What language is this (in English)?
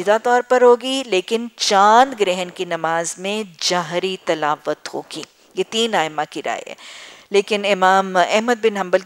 Urdu